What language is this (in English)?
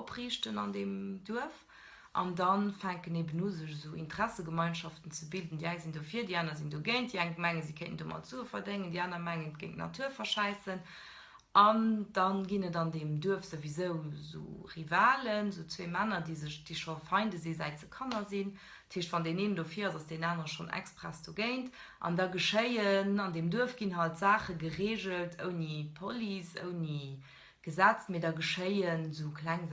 Luxembourgish